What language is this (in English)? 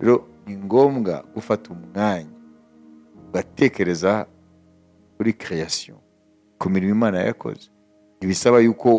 Kinyarwanda